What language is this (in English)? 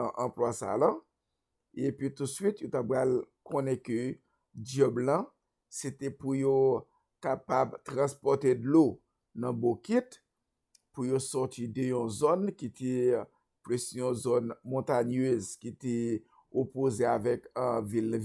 Haitian Creole